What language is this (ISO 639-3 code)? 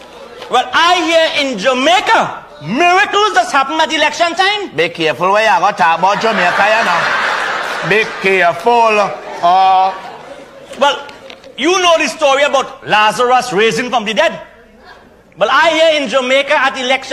jam